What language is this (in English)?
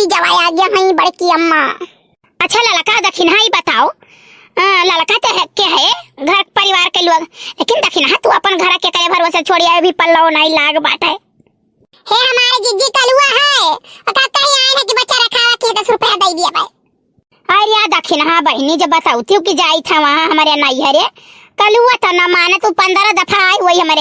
Awadhi